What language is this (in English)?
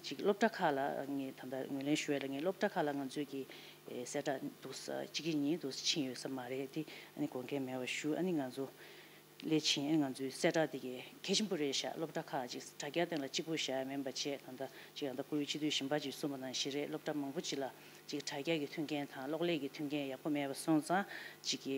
Tibetan